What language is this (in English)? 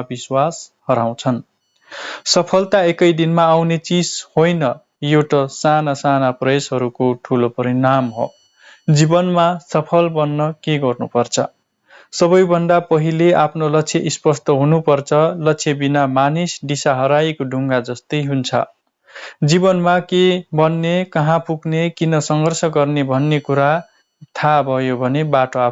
Nepali